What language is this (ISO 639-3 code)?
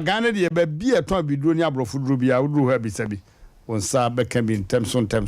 aka